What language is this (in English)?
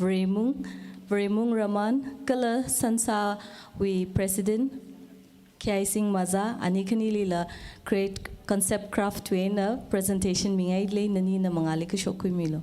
Tangkhul Naga (India)